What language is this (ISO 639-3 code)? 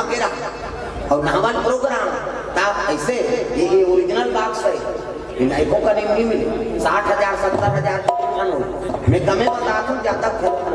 hne